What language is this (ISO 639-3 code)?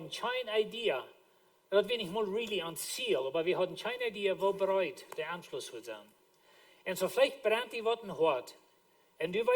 pdt